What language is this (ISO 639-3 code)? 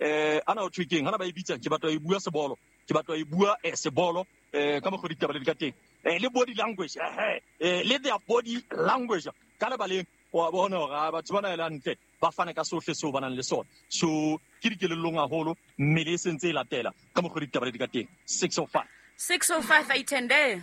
sot